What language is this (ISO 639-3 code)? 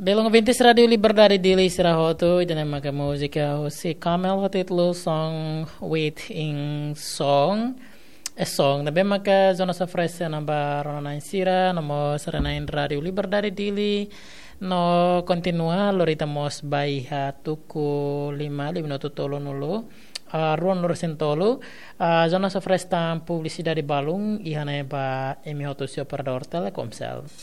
tet